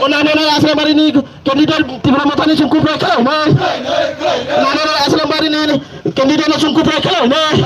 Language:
Kok Borok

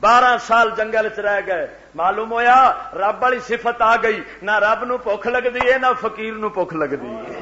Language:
Western Panjabi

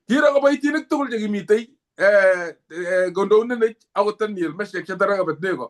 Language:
Kalenjin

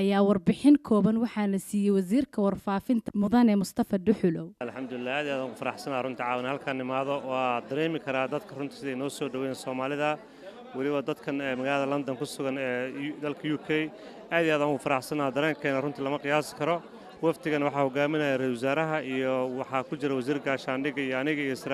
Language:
Somali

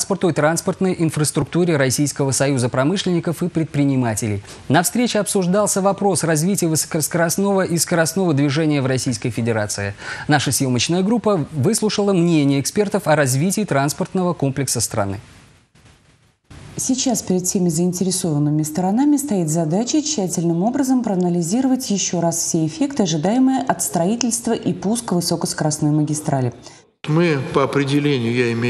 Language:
Russian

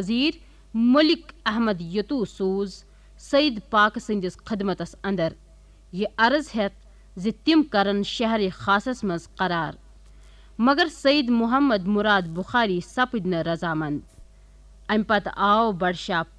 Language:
Kashmiri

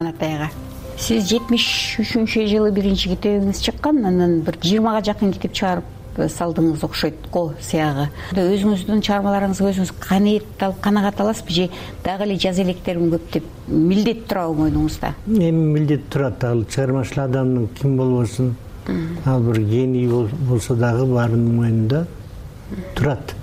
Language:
Kyrgyz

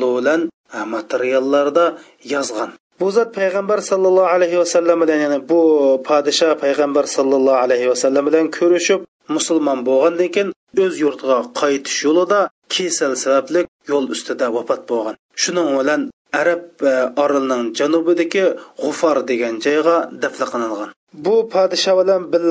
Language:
Uyghur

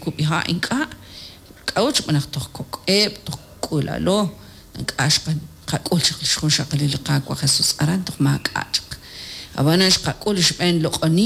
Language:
Kekchí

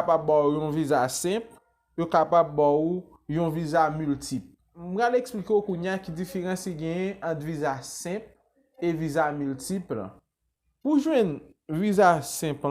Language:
Haitian Creole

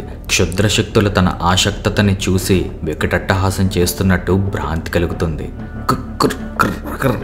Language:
Telugu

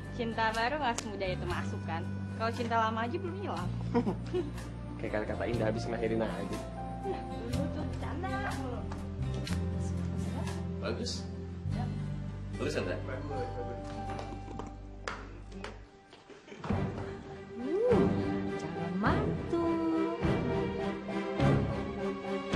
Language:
Indonesian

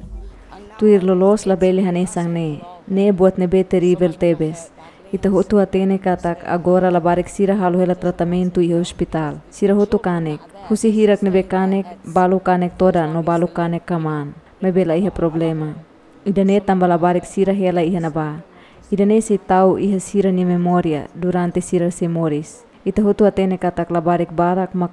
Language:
Tetum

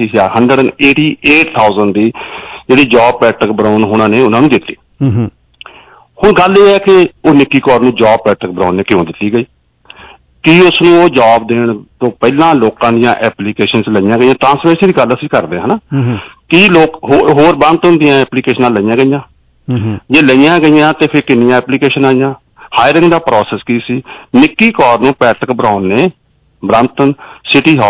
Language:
Punjabi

